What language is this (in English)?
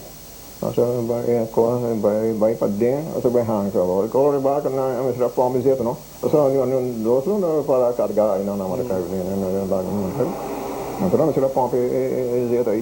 Papiamento